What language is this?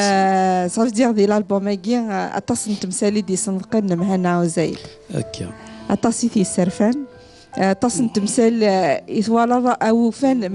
Kabyle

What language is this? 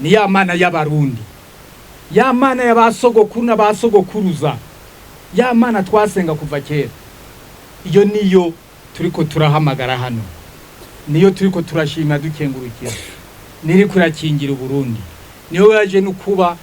Rundi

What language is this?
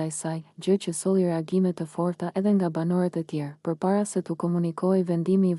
Albanian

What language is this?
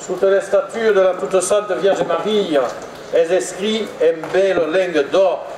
Occitan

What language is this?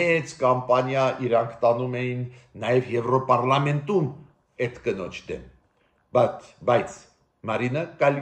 Armenian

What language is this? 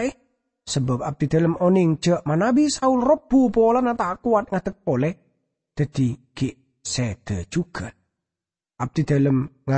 Madurese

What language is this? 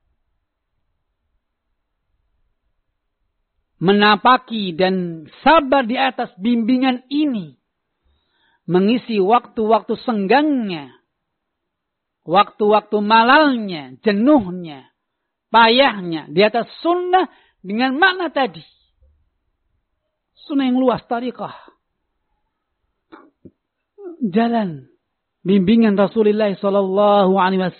Indonesian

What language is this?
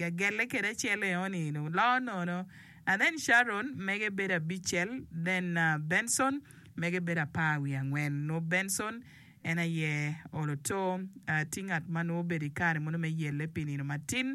Acoli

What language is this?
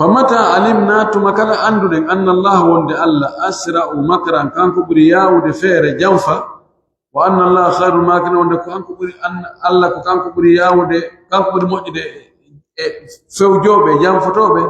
Pular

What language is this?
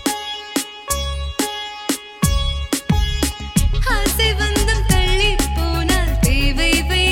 Tamil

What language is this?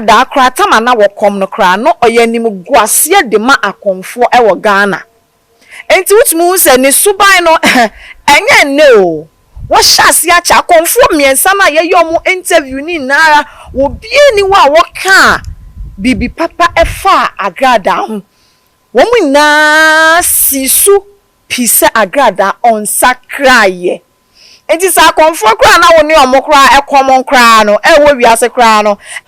Akan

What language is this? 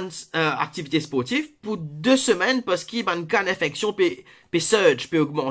Morisyen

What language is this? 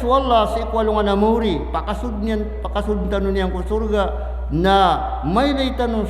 Maranao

